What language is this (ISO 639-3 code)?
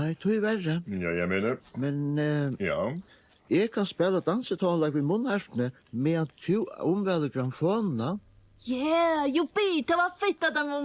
fao